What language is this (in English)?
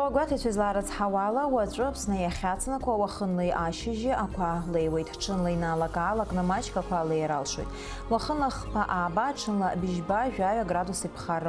Abkhazian